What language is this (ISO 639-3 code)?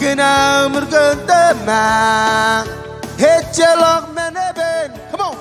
mah